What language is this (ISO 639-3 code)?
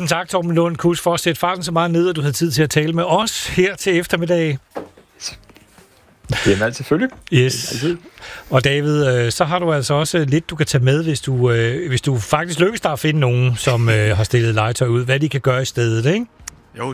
dan